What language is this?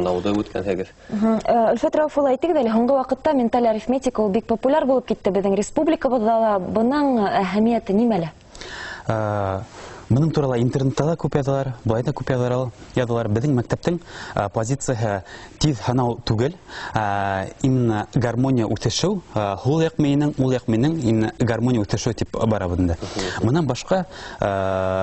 Bashkir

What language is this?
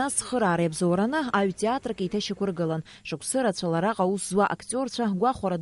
Abkhazian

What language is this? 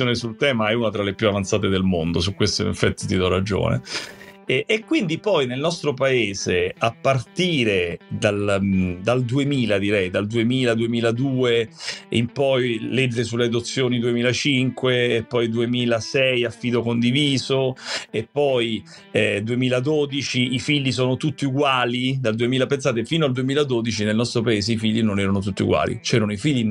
Italian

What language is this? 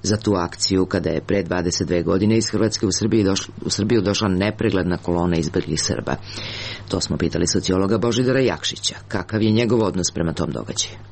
Serbian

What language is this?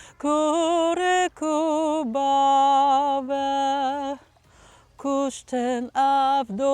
Kurdish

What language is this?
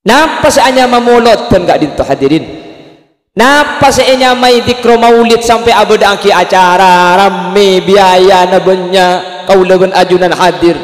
Madurese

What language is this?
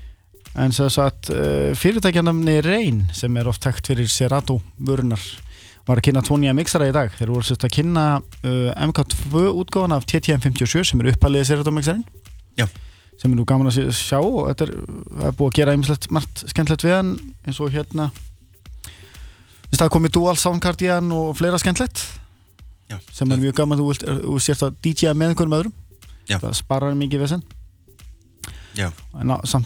Icelandic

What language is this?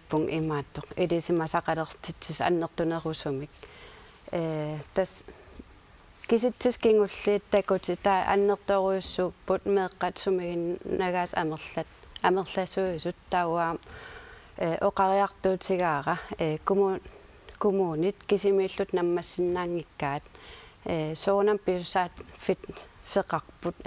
Kalaallisut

